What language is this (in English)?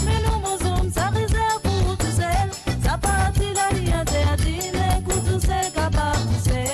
Morisyen